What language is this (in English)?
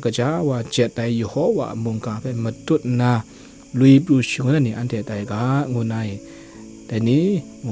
Kachin